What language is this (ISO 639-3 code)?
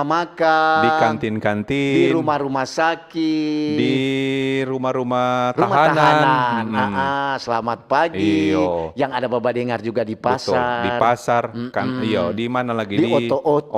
xmm